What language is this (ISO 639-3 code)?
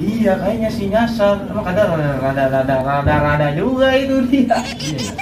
bew